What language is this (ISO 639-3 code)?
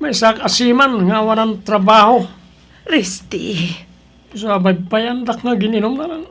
ilo